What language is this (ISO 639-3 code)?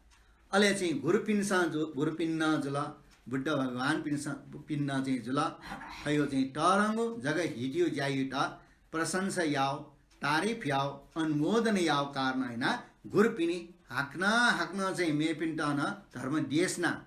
new